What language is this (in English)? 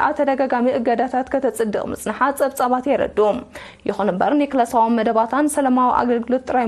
Tigrinya